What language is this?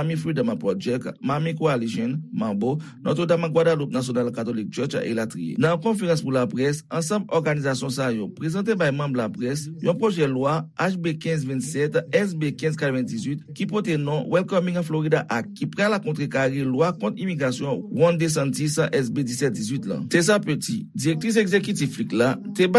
Haitian Creole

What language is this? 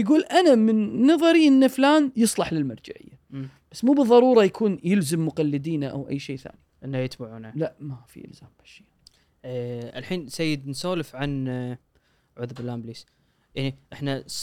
Gulf Arabic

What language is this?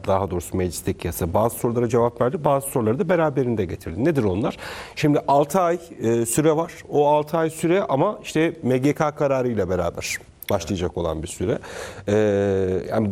Turkish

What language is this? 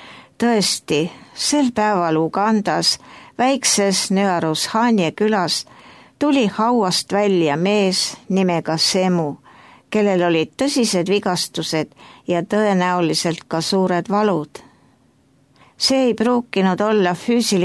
Estonian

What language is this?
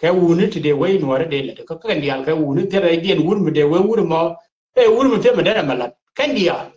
Nuer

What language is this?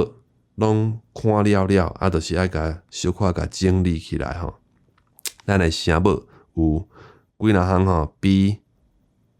Min Nan Chinese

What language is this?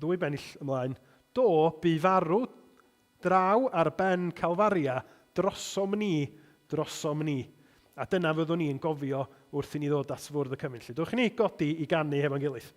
Welsh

